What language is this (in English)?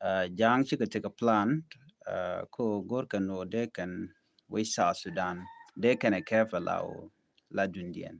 Nuer